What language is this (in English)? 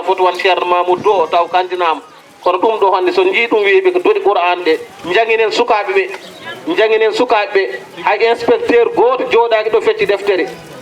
Fula